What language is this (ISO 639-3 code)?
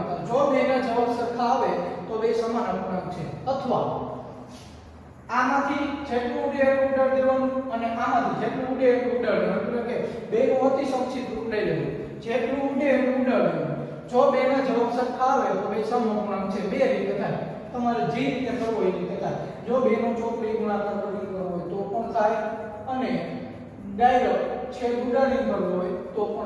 guj